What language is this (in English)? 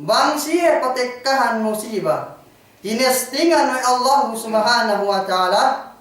Yakan